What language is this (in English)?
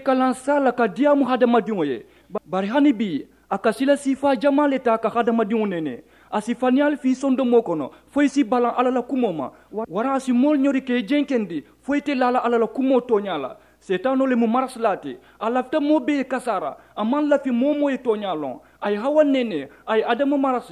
Mandingo